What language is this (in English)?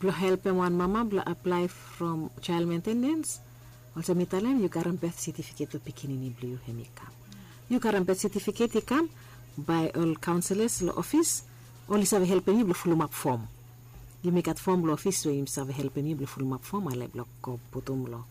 Bislama